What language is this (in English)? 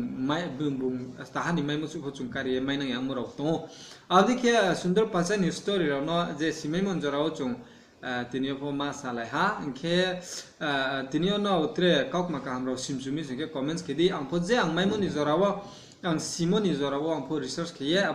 Riang (India)